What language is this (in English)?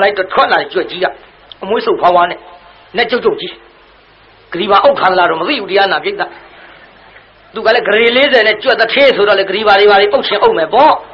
Burmese